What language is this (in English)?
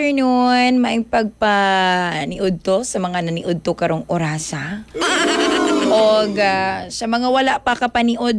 Cebuano